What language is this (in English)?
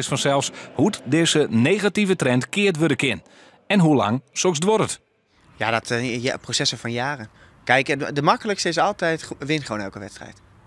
Western Frisian